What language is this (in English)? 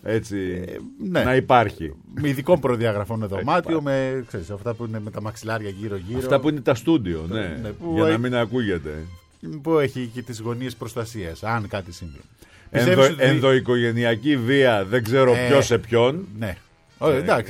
Greek